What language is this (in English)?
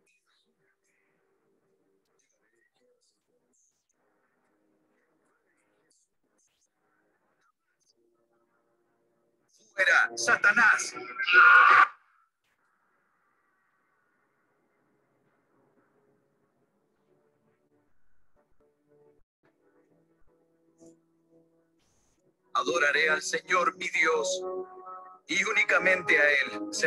Spanish